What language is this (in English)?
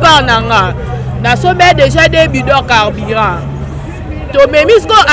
Lingala